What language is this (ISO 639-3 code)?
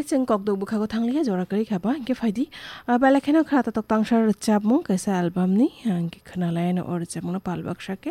trp